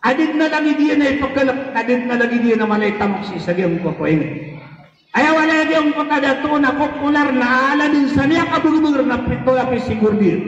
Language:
Maranao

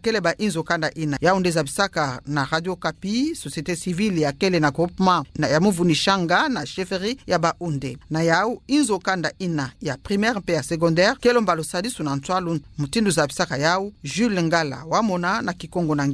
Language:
Kituba (Democratic Republic of Congo)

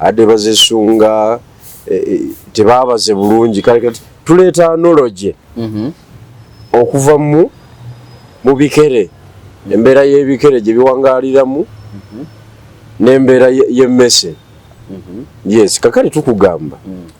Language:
Ganda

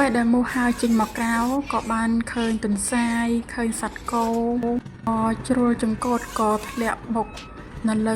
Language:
Khmer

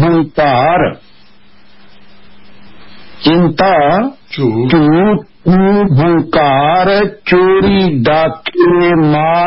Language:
Punjabi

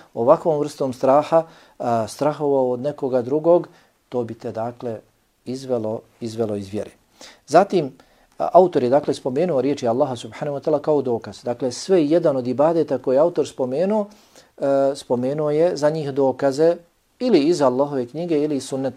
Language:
Bosnian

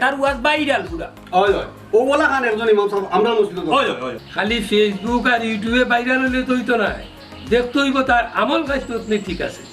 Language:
Sylheti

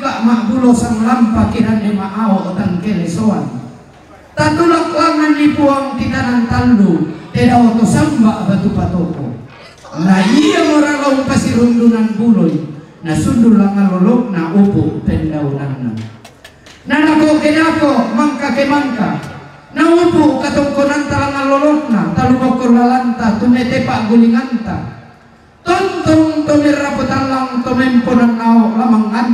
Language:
Toraja-Sa'dan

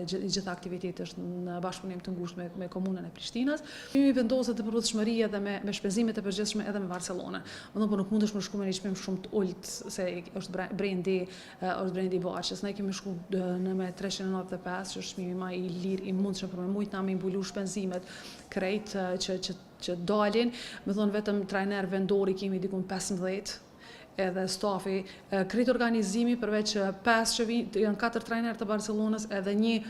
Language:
Albanian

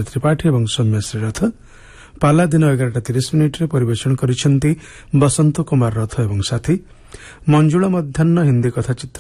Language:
Odia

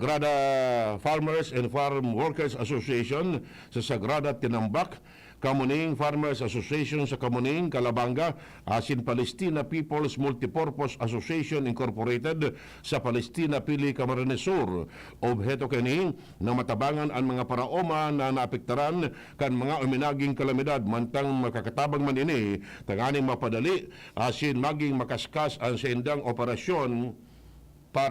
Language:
Bikol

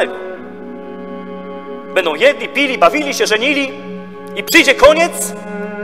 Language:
Polish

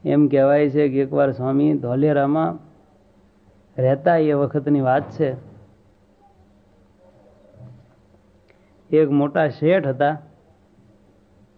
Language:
Gujarati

